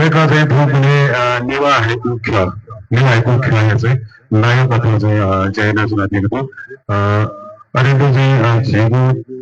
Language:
Newari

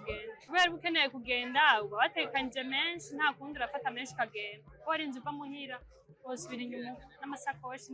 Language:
Rundi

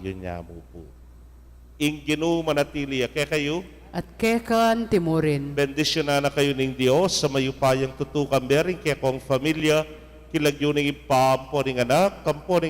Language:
Pampanga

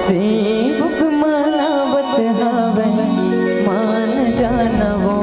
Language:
Chhattisgarhi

